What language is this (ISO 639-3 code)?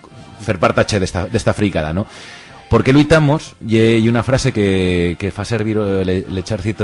arg